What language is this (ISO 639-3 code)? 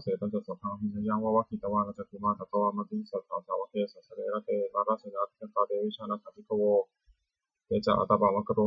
pli